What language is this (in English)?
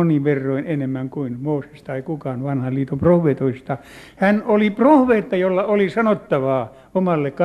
Finnish